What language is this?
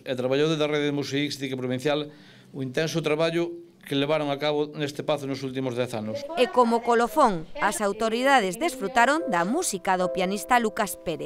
Galician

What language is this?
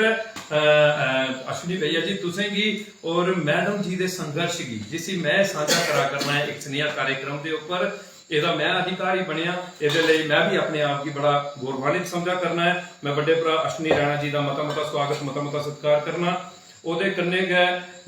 Dogri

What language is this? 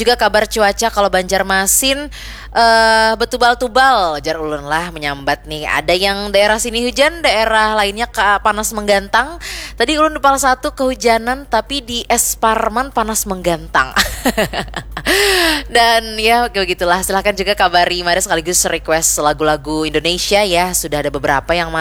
Banjar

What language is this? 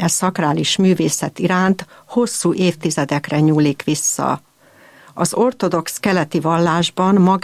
Hungarian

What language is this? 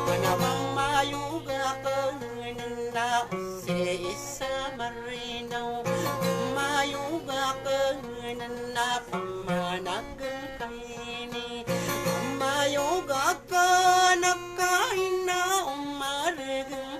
Maranao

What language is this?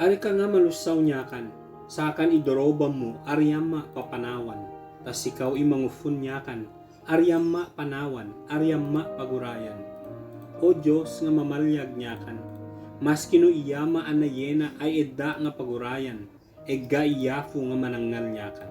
Ibanag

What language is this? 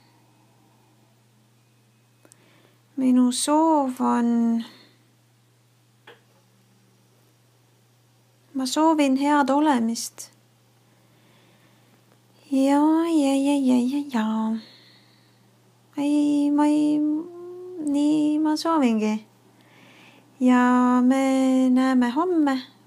Estonian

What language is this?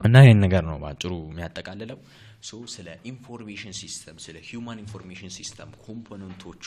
Amharic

